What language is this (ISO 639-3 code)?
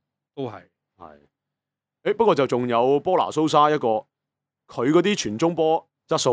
yue